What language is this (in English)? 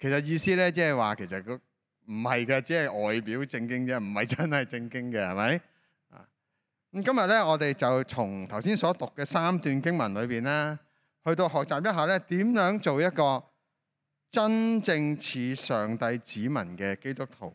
Cantonese